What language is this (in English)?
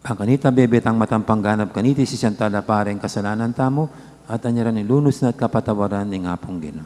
Pampanga